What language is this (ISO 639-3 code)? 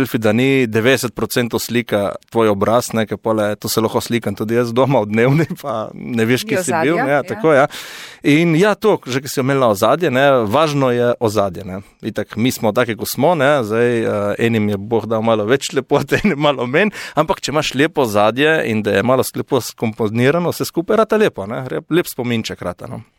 slv